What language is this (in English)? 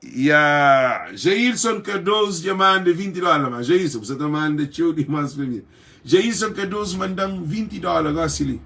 Kabuverdianu